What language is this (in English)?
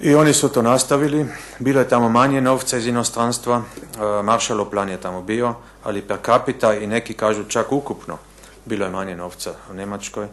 Bosnian